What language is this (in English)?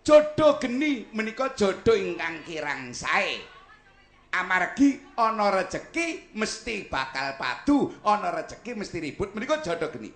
Javanese